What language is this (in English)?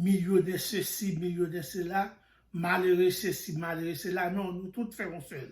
Haitian Creole